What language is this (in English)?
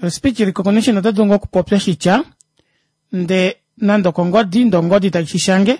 Kuanyama